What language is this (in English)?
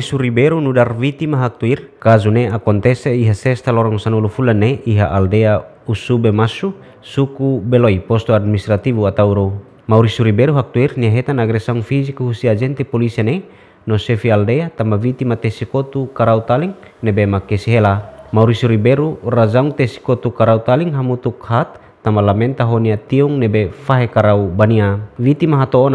Tetum